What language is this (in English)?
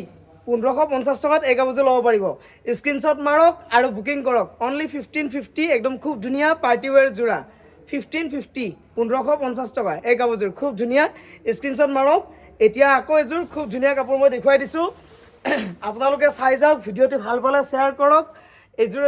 Assamese